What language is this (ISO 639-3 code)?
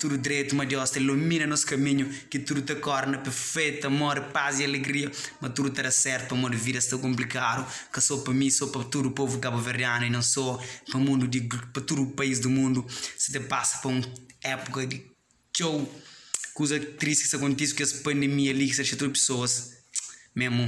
kea